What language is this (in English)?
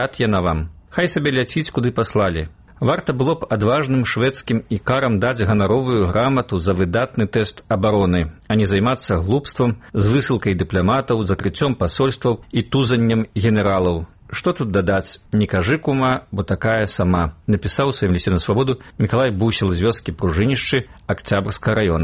Belarusian